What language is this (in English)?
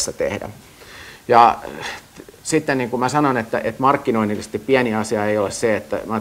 Finnish